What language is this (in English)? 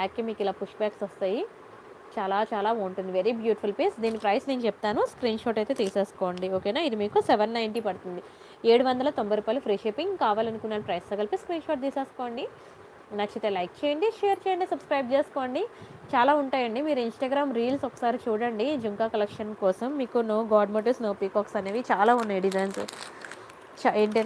Telugu